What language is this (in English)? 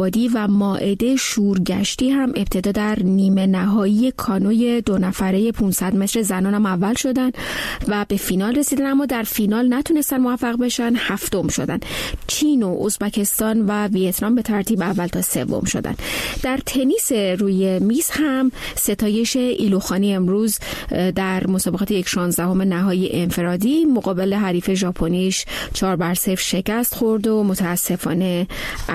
Persian